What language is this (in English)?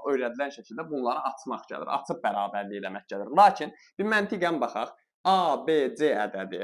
Azerbaijani